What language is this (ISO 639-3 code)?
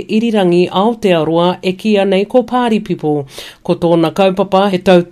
mri